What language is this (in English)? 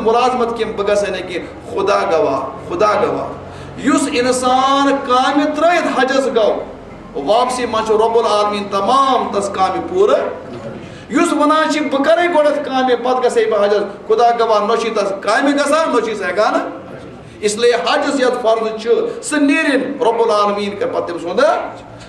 Kashmiri